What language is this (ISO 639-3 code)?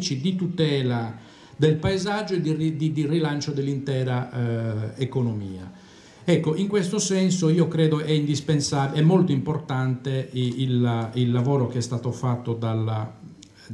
ita